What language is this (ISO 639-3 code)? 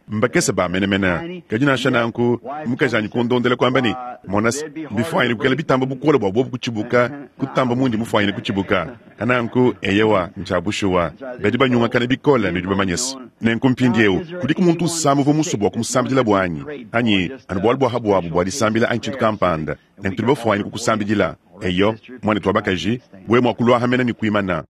lua